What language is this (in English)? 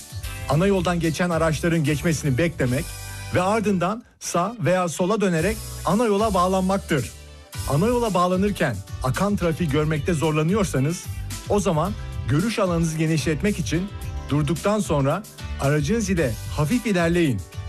Turkish